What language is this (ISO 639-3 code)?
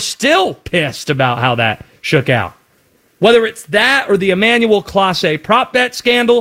eng